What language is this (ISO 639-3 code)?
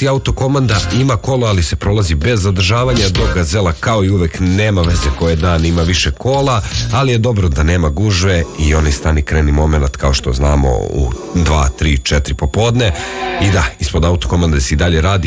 srp